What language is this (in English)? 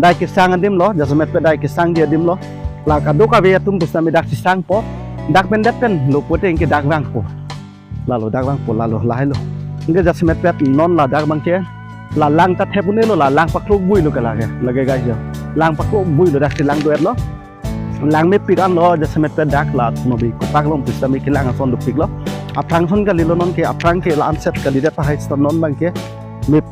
Karbi